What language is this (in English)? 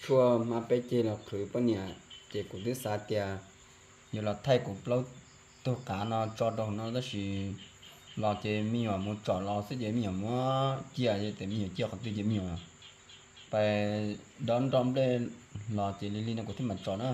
Hmong